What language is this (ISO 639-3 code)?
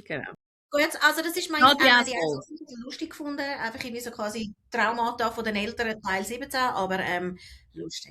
gsw